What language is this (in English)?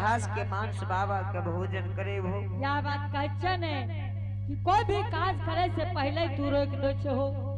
Angika